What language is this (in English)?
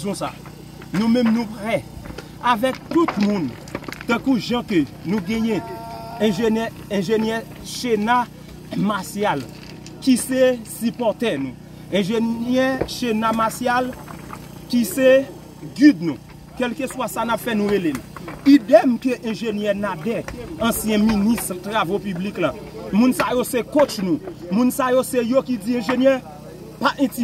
Haitian Creole